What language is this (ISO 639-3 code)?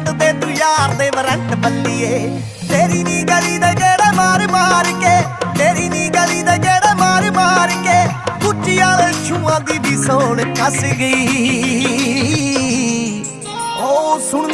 pan